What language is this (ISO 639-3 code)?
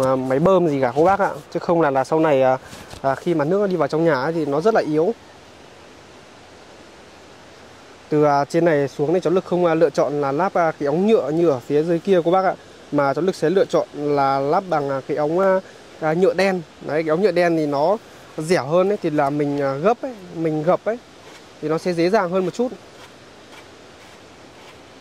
vie